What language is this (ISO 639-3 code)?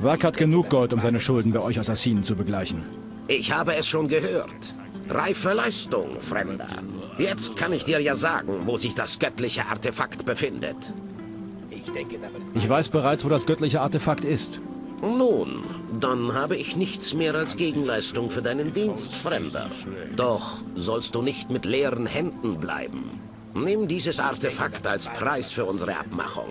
bar